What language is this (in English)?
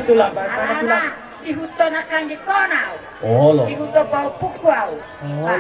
Batak Toba